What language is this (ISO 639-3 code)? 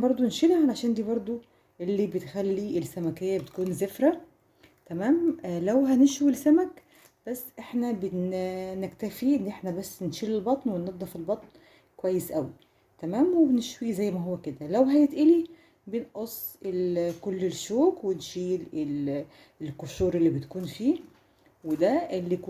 arz